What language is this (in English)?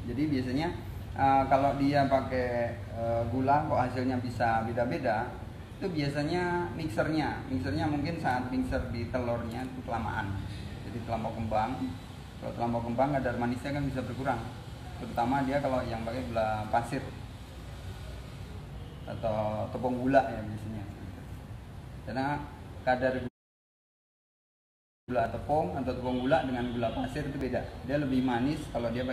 Indonesian